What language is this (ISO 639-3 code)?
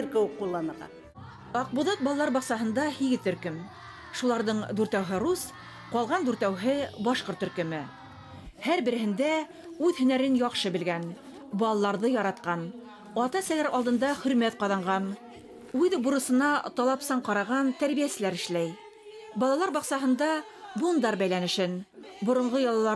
bak